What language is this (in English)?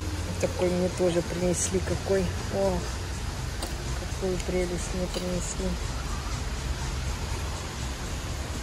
Russian